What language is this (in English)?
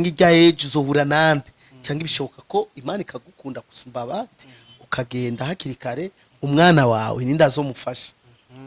Rundi